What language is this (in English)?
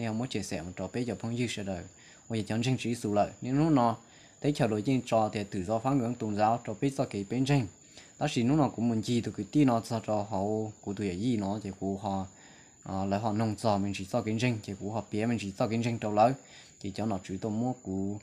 Hmong